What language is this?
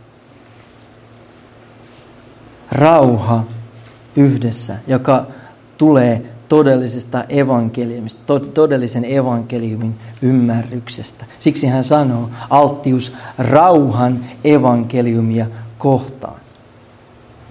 Finnish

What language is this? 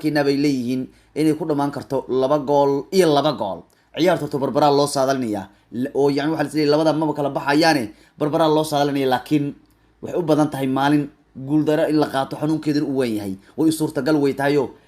Somali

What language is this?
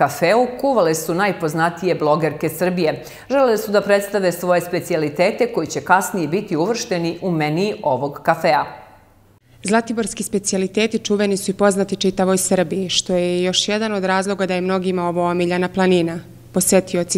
Serbian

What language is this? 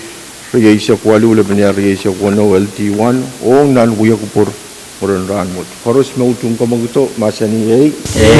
Pohnpeian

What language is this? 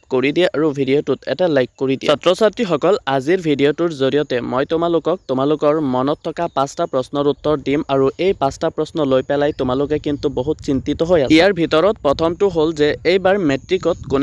Assamese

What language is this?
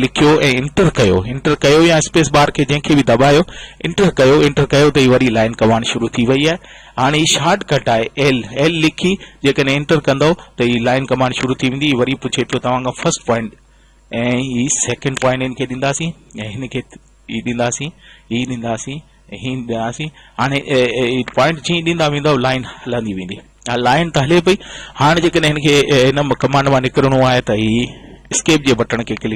Sindhi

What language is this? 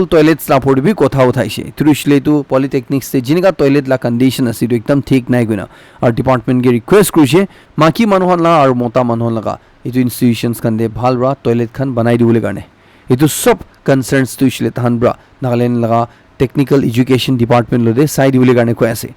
Naga Pidgin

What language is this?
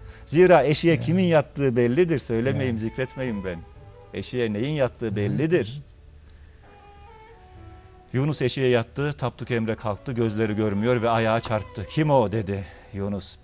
Turkish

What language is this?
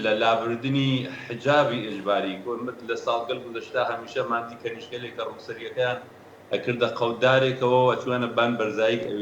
Central Kurdish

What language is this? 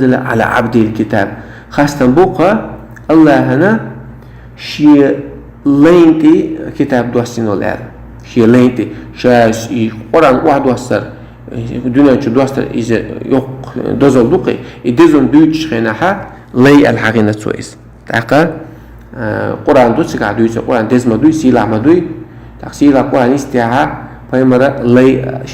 Chechen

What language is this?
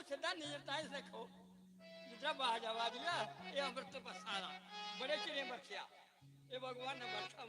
Dogri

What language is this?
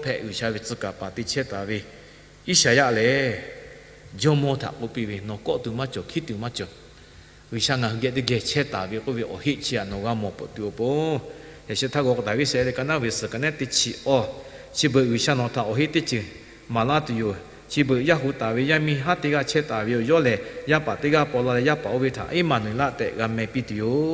Lahu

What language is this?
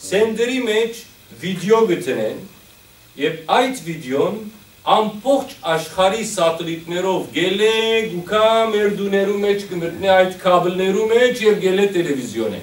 Western Armenian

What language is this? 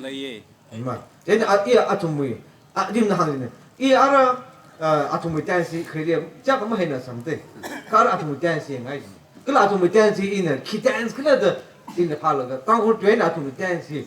Tangkhul Naga (India)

